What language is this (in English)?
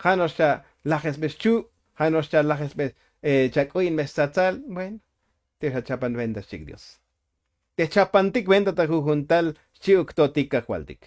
Tzotzil